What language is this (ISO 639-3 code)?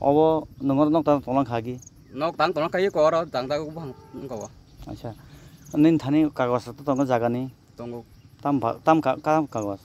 trp